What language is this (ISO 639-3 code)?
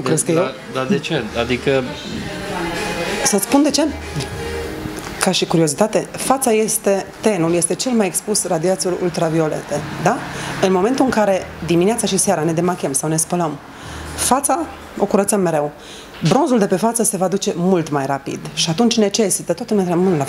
ron